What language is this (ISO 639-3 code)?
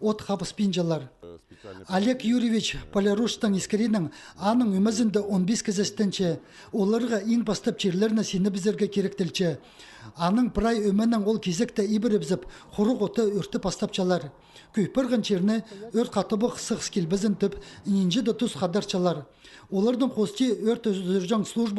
kjh